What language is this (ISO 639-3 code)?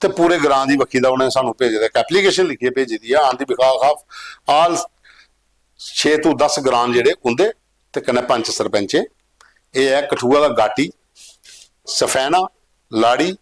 doi